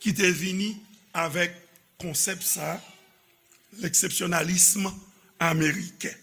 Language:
Haitian Creole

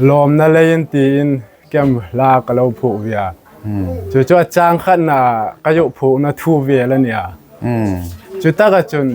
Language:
Hmar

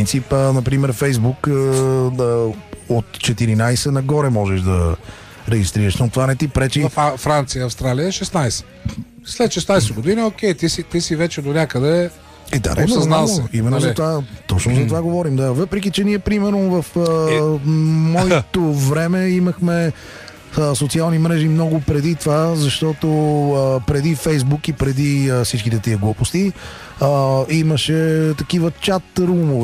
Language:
Bulgarian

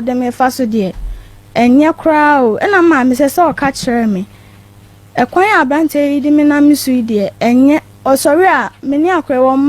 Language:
Akan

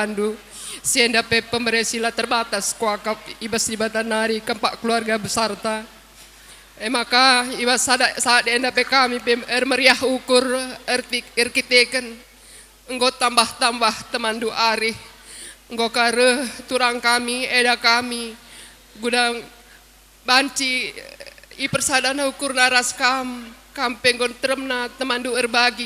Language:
Batak Karo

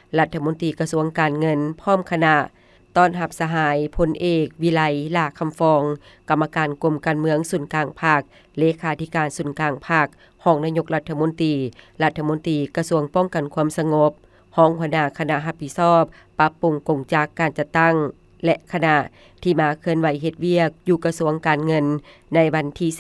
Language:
Lao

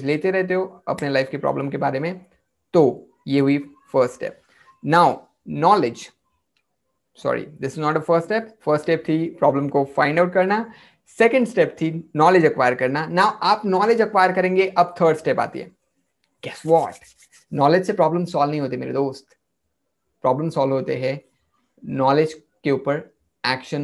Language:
Hindi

